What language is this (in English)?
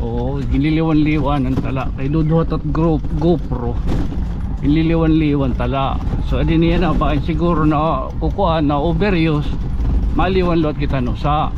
Waray